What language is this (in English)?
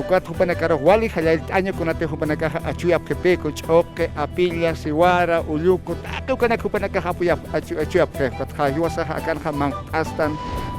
Aymara